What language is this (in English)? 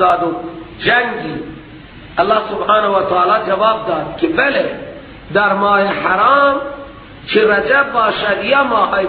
Persian